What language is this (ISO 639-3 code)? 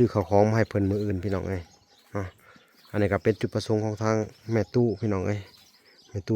lao